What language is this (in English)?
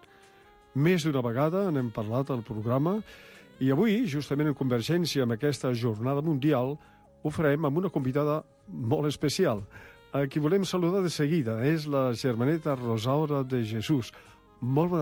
Catalan